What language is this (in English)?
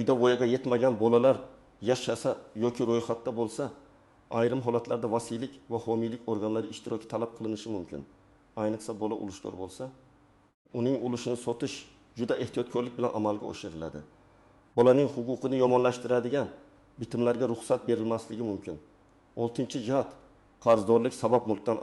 Uzbek